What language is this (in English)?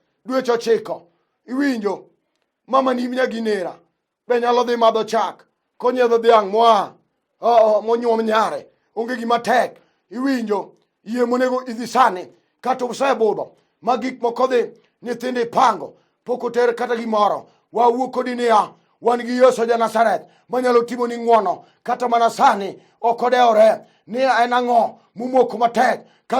Luo (Kenya and Tanzania)